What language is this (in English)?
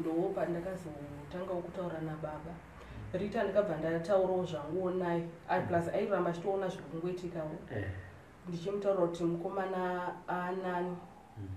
Shona